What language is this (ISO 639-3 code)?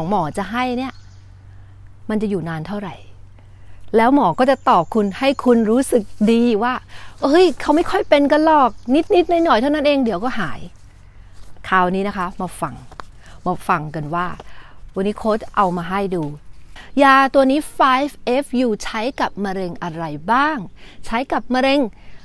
tha